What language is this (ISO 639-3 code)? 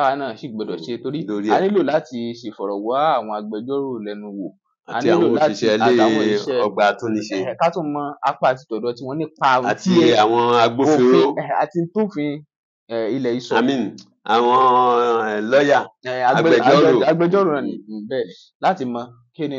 yor